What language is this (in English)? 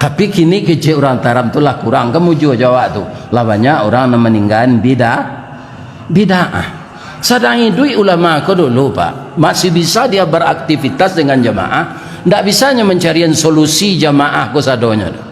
Minangkabau